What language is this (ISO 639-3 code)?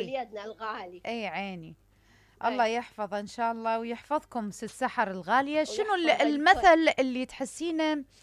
acm